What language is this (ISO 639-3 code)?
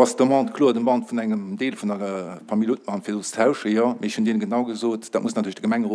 ltz